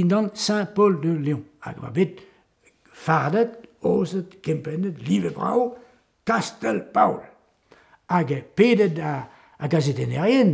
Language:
Breton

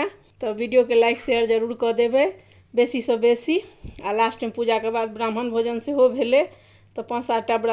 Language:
Maithili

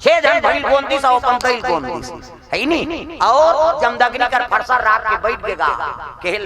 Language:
Chhattisgarhi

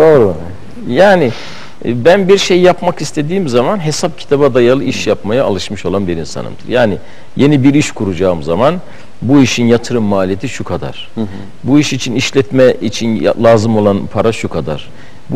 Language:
Turkish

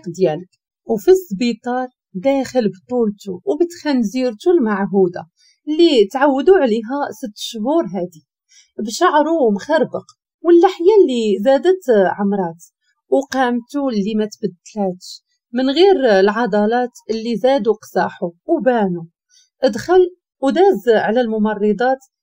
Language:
Moroccan Arabic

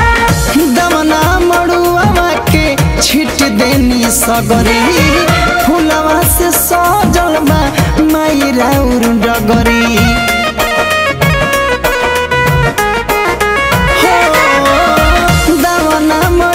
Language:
Bhojpuri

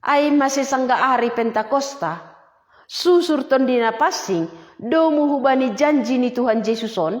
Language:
Batak Simalungun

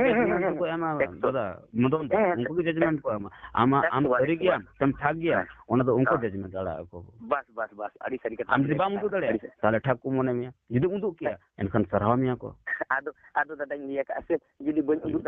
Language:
Santali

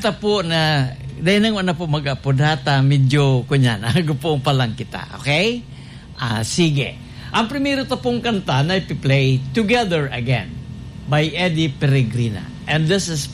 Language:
Bikol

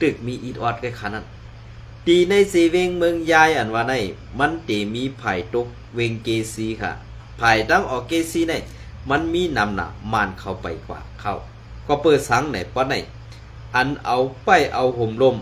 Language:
Shan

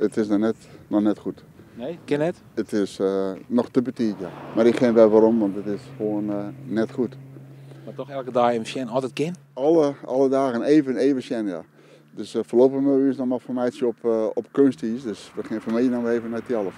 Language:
Western Frisian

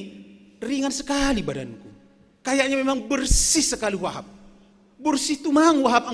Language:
Batak Simalungun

